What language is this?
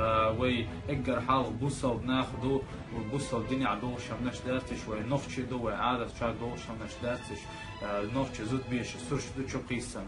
Chechen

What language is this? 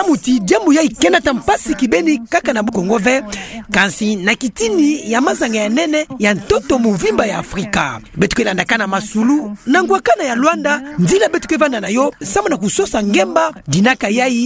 Kituba (Democratic Republic of Congo)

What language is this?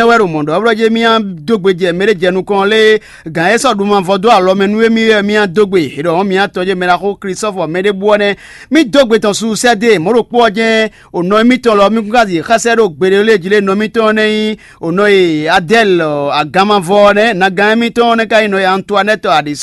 Fon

